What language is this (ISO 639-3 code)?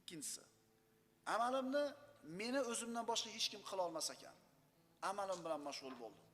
uzb